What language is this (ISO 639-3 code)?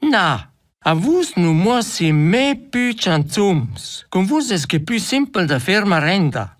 roh